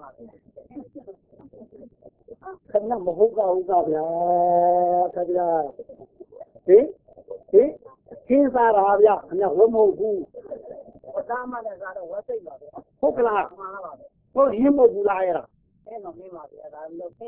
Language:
Burmese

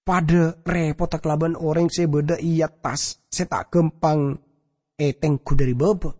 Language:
Madurese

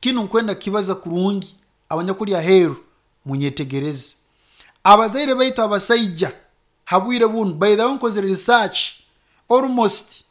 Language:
Nyoro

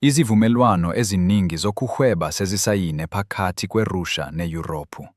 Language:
Zulu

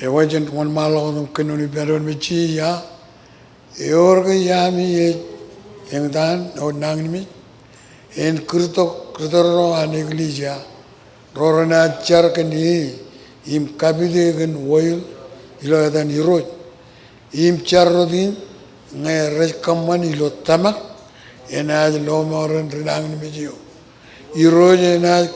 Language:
Marshallese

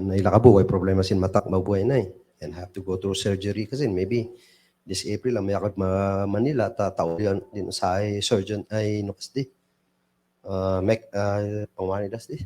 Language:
Kankanaey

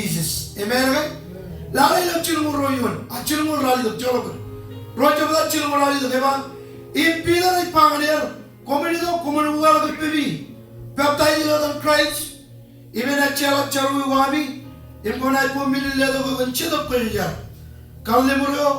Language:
Marshallese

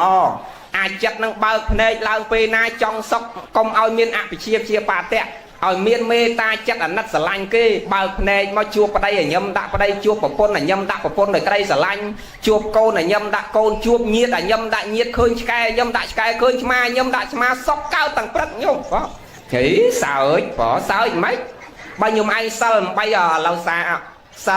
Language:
Khmer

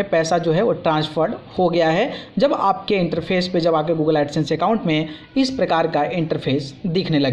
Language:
Hindi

